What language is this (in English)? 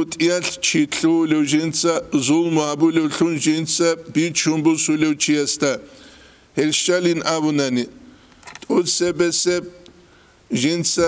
Avaric